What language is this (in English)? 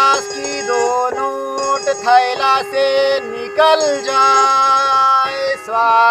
Awadhi